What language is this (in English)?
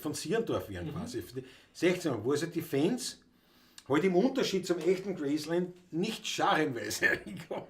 Bavarian